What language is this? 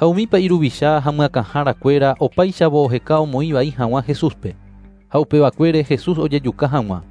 Guarani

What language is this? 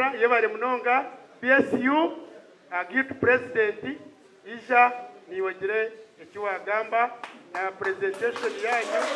Nyankole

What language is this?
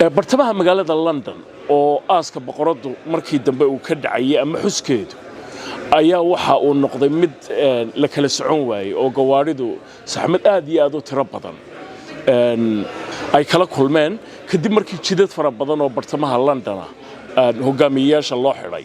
Somali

